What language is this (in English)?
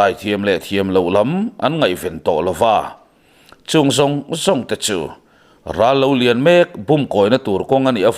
Mizo